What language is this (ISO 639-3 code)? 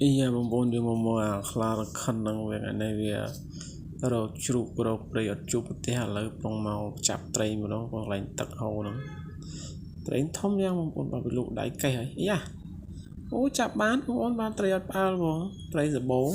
khm